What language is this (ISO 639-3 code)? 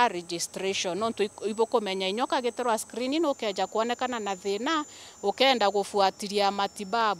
mer